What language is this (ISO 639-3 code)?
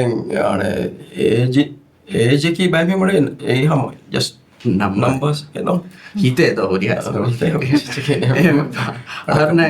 div